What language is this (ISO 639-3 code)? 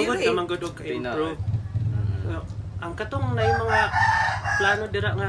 ceb